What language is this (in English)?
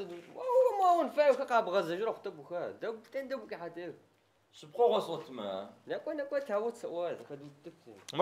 Adyghe